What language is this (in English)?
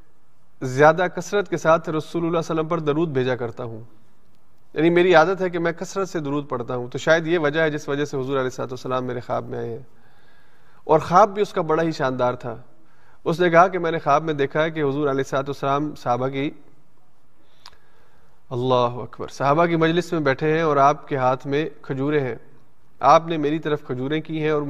Urdu